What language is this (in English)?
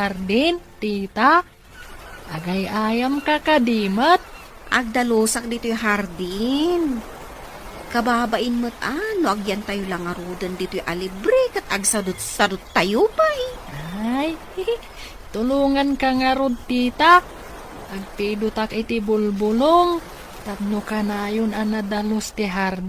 Iloko